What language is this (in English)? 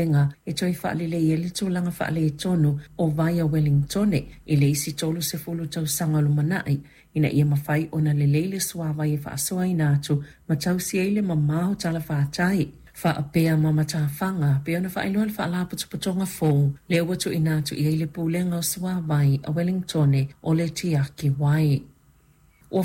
Samoan